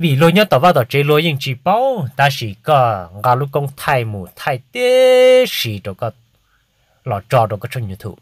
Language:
Hmong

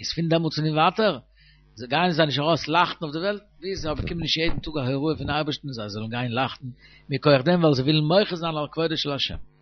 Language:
Yiddish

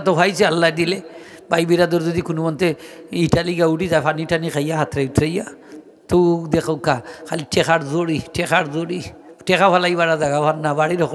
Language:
Sylheti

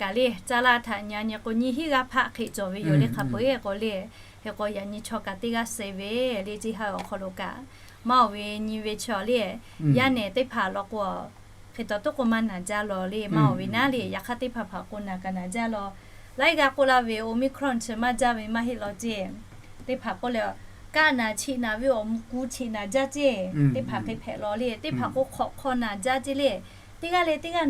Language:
Lahu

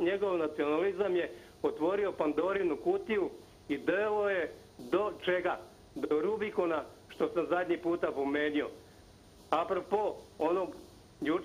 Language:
Croatian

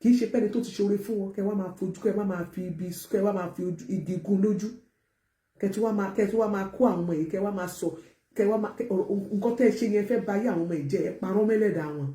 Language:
Yoruba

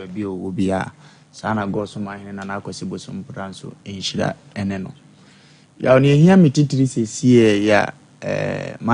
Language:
Akan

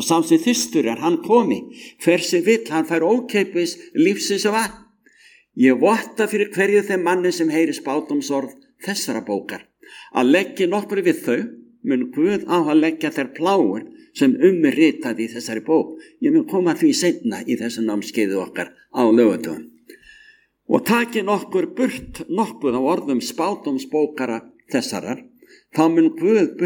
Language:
Icelandic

